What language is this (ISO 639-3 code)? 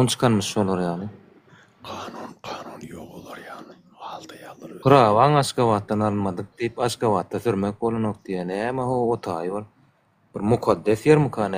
tuk